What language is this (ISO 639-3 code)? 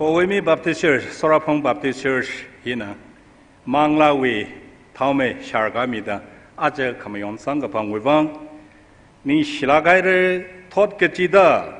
nmf